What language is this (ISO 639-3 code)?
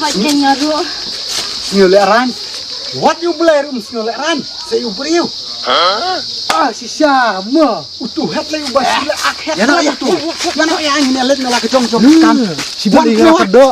kha